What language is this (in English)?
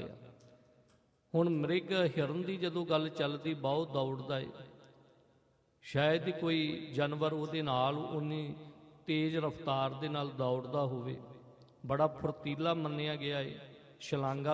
Punjabi